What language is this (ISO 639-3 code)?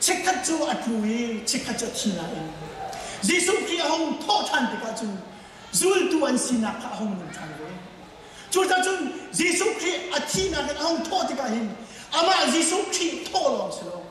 cnh